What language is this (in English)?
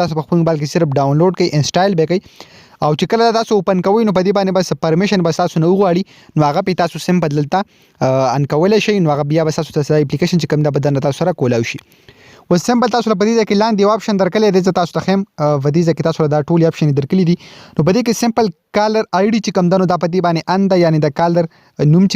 Pashto